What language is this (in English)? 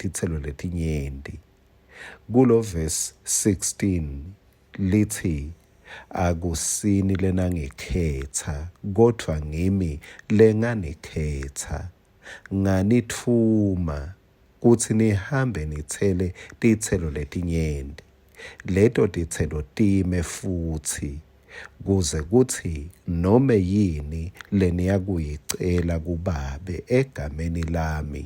Swati